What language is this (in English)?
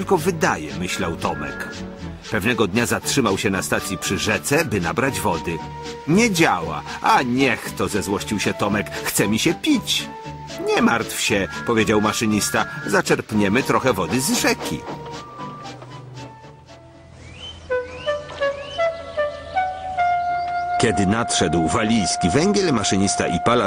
Polish